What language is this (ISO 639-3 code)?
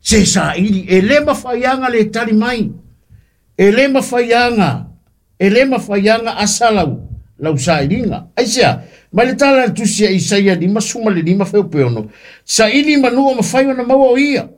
smo